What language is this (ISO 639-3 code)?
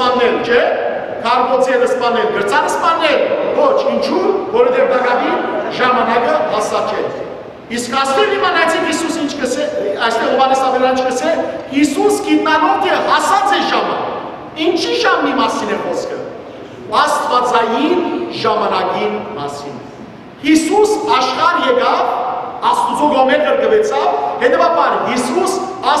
hyw